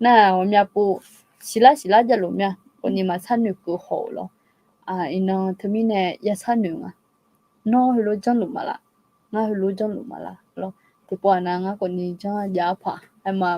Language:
Akha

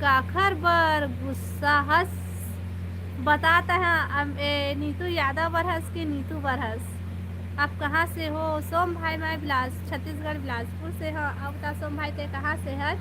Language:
Chhattisgarhi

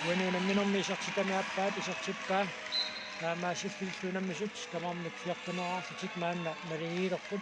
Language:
Kalaallisut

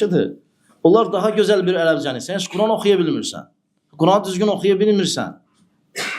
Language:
Azerbaijani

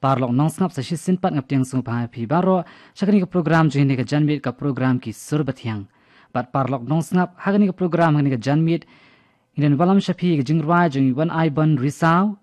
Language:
Khasi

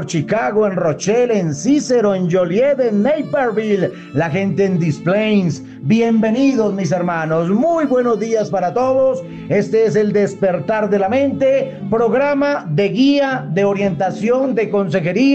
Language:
Spanish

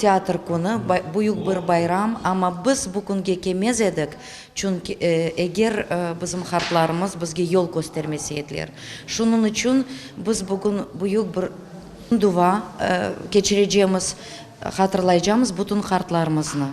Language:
Crimean Tatar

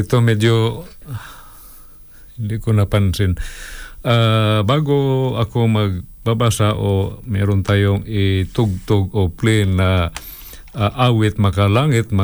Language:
Filipino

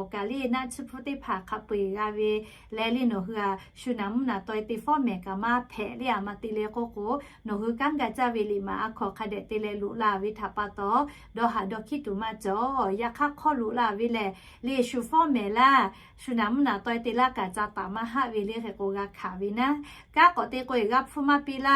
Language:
Lahu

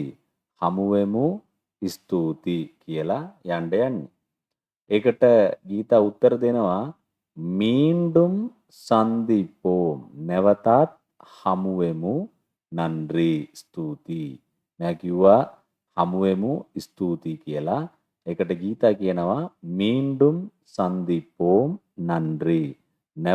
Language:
Sinhala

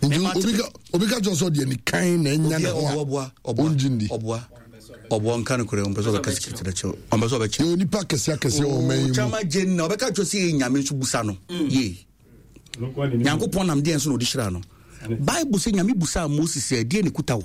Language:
Akan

